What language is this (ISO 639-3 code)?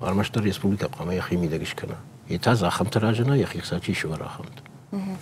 oss